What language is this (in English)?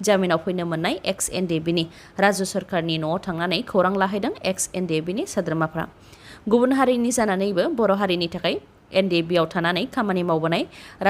Bodo